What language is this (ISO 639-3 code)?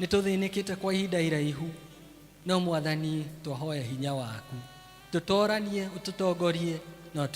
kik